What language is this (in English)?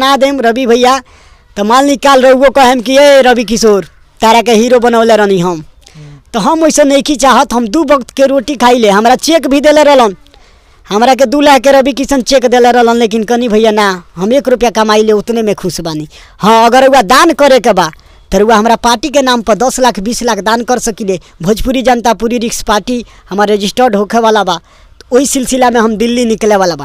Bhojpuri